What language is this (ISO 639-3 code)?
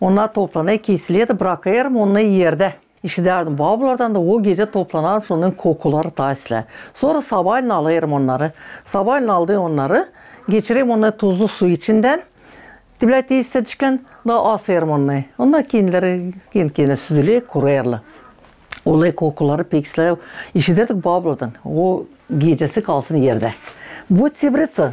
gag